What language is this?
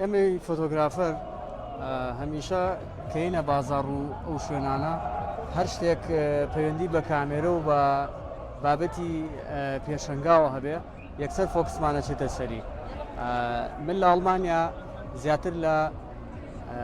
Central Kurdish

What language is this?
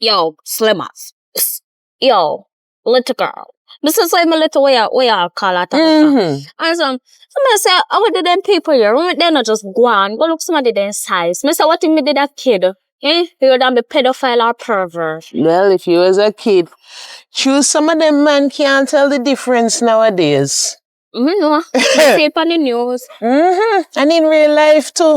Jamaican Creole English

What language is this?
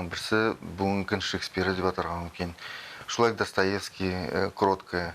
Tatar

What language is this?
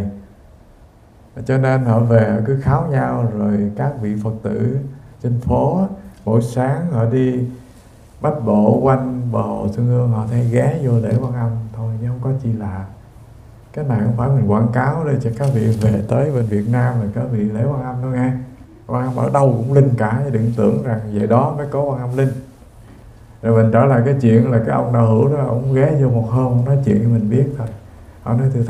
Vietnamese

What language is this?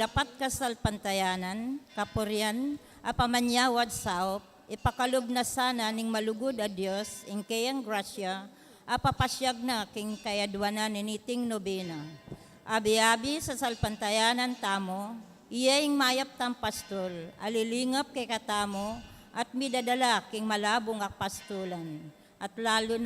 Pampanga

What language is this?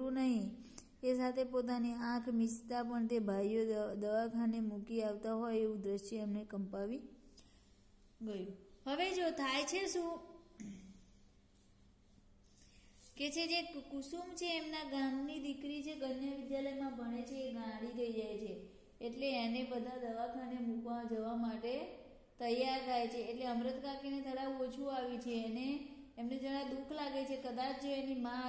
Gujarati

